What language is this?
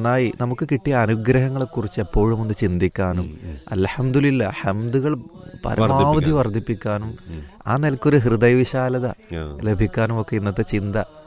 Malayalam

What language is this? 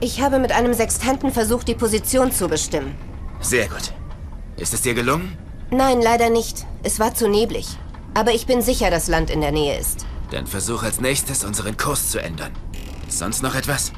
Bavarian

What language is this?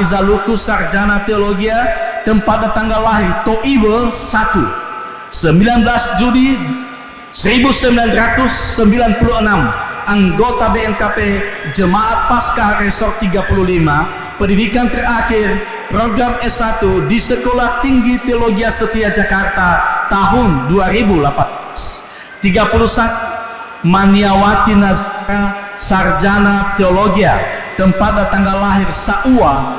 Nias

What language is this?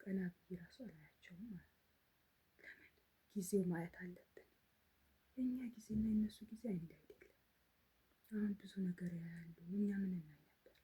Amharic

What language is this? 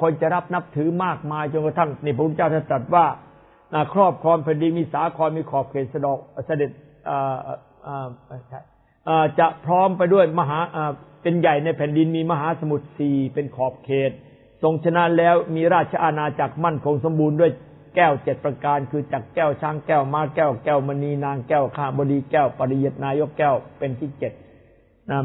Thai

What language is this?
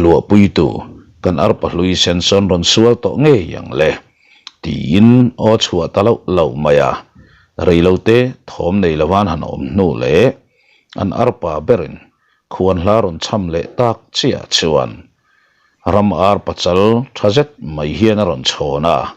Mizo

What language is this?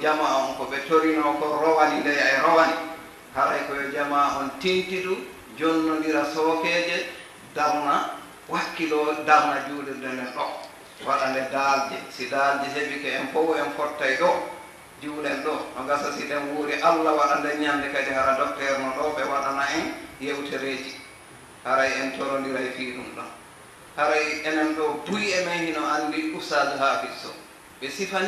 Fula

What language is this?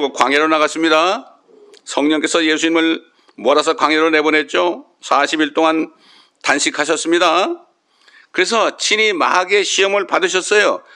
Korean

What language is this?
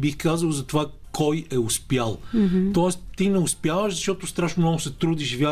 Bulgarian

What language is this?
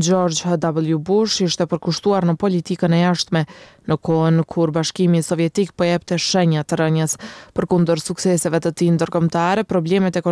Albanian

